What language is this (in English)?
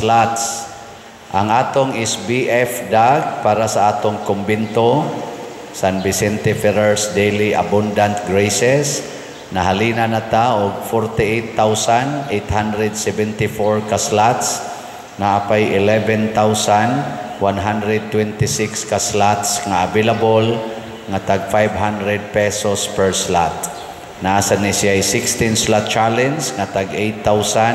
Cebuano